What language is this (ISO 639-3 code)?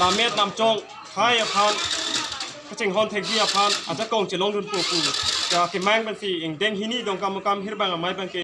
mjw